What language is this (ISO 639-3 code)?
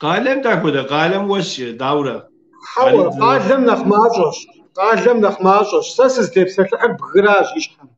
kbd